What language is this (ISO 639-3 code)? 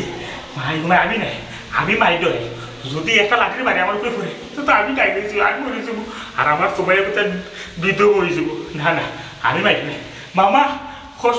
syl